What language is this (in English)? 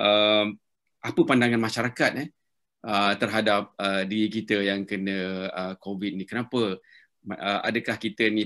Malay